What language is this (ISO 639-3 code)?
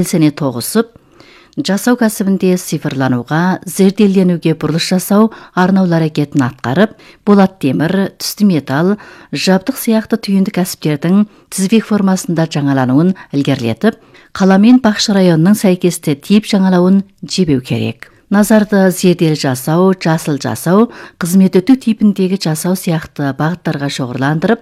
kaz